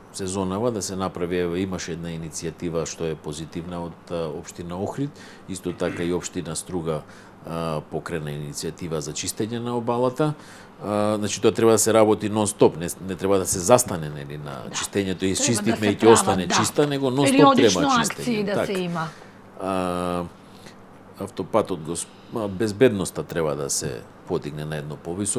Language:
Macedonian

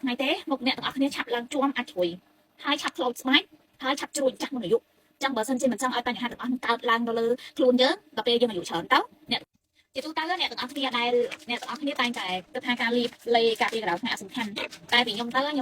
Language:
Khmer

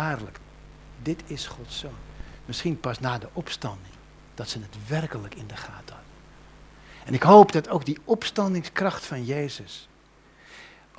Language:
Dutch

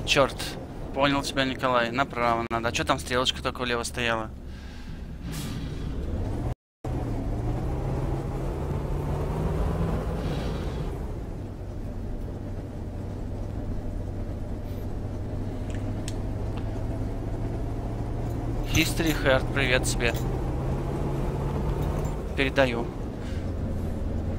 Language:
Russian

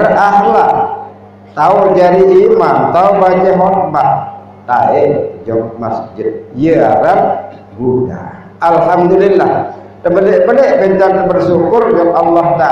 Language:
Sasak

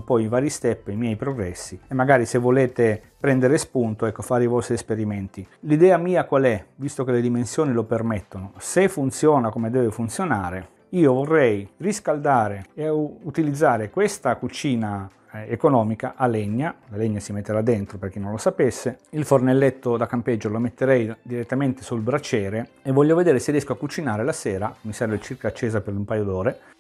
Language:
Italian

